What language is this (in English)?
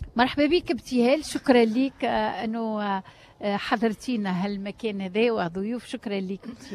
Tunisian Arabic